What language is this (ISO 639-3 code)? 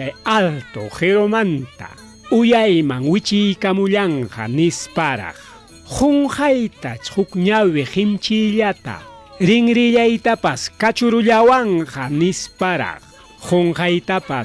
quy